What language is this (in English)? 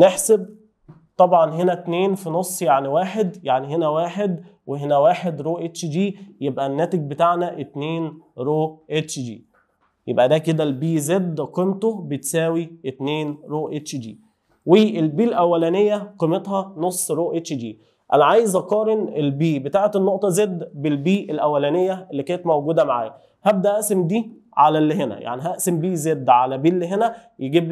Egyptian Arabic